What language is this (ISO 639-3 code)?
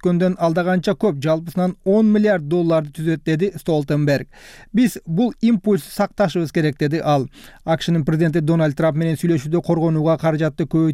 kir